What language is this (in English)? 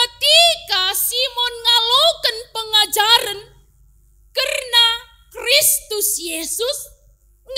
Batak Karo